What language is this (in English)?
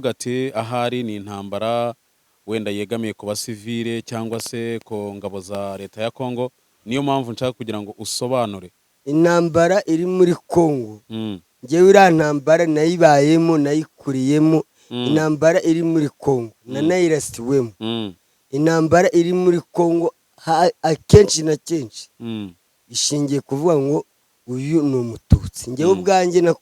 Kinyarwanda